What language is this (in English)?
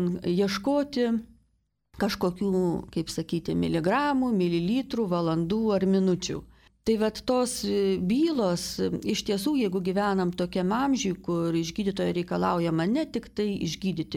Lithuanian